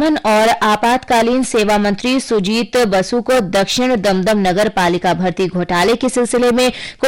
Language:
Hindi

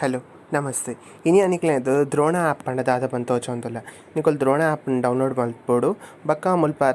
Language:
Tulu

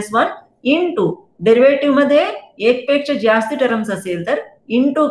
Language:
Marathi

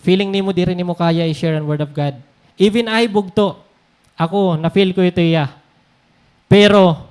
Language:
Waray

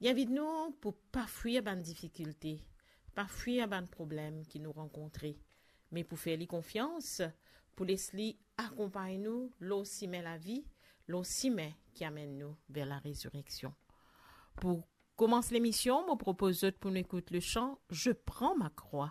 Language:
Morisyen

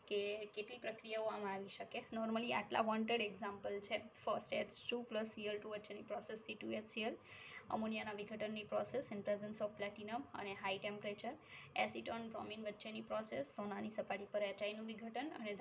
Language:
Gujarati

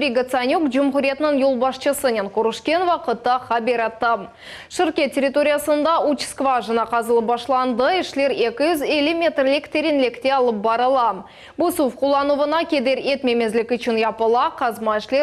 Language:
Crimean Tatar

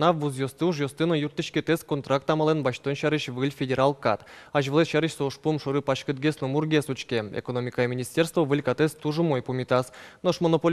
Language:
Udmurt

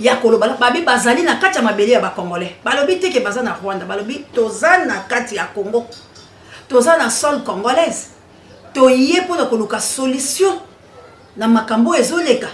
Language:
Lingala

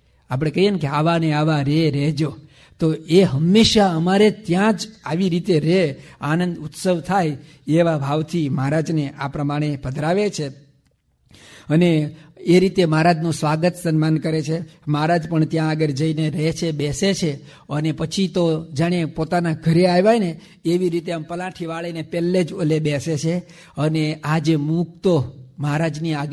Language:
Gujarati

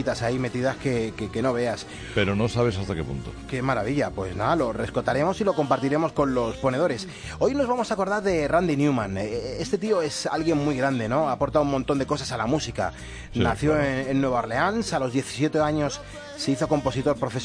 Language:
Spanish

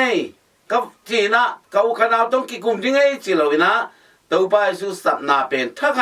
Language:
Tedim Chin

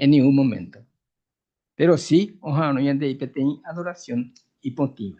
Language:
Guarani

